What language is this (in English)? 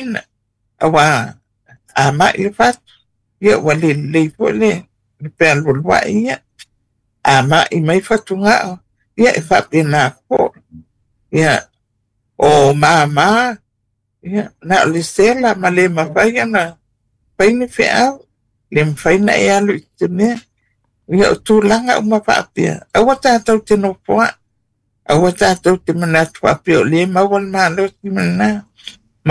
Samoan